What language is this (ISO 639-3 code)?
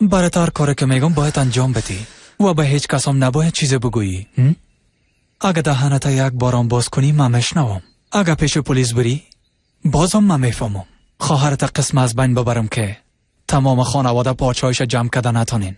fas